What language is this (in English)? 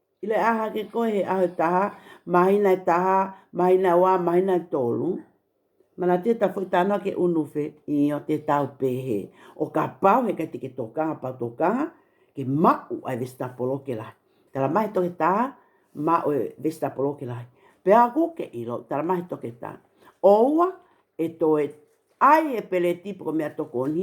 Tongan